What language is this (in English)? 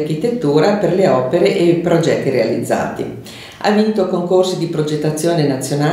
Italian